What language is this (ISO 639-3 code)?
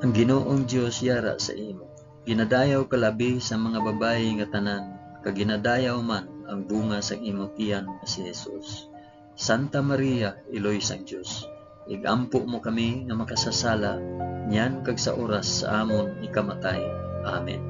hil